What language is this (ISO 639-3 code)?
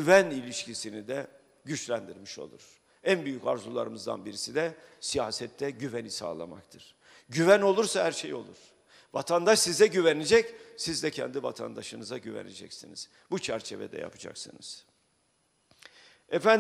tur